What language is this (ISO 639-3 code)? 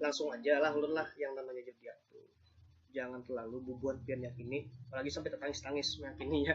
bjn